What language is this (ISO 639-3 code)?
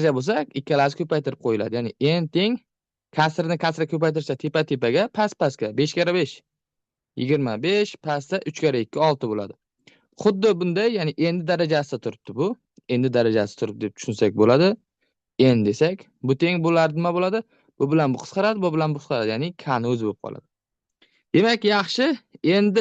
uzb